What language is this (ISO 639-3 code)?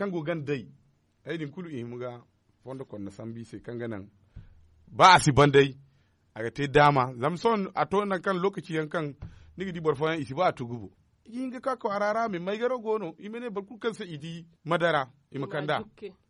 dje